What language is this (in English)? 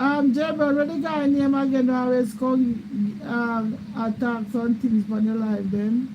Jamaican Creole English